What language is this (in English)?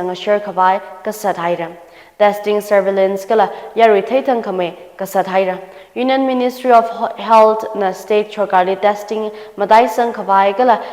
Tangkhul Naga (India)